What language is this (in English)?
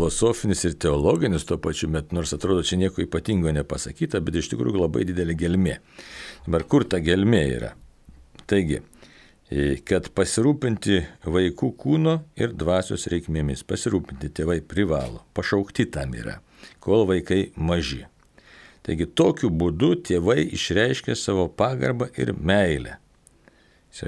Lithuanian